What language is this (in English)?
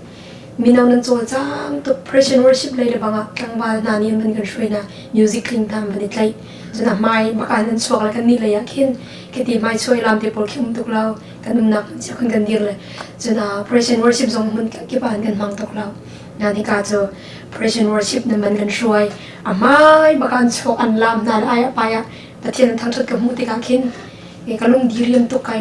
Hakha Chin